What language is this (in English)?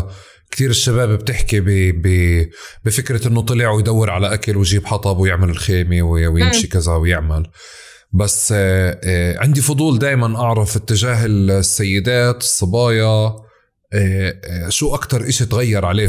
North Levantine Arabic